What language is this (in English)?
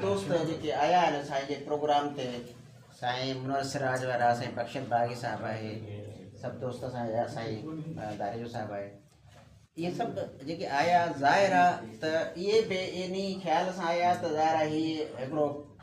Sindhi